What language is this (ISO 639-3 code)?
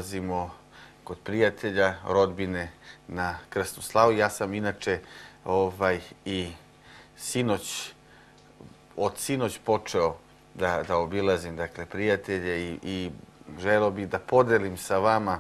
srp